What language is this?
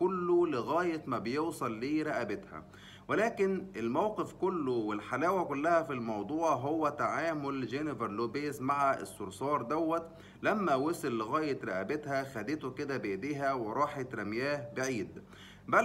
Egyptian Arabic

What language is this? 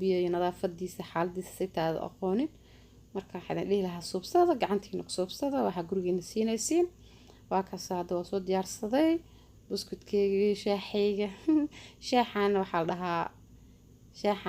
Somali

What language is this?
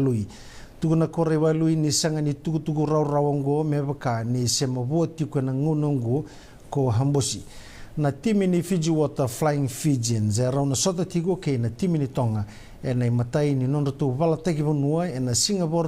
Fijian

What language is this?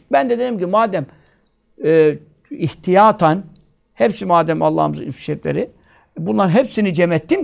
Turkish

